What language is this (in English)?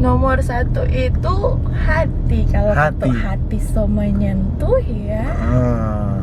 Manado Malay